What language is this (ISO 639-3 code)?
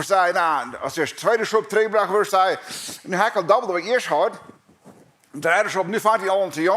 pdt